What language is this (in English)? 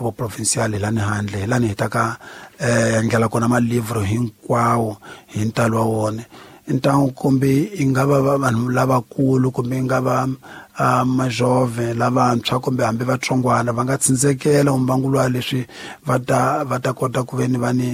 Tsonga